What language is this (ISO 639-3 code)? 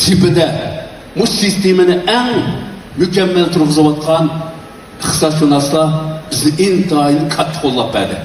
uig